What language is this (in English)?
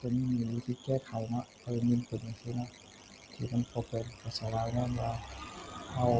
Lao